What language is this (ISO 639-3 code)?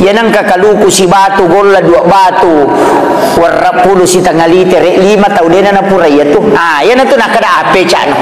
bug